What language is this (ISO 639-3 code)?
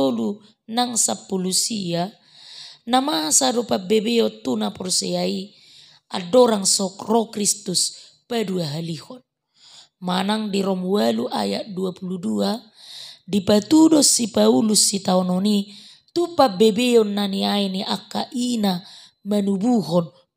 bbc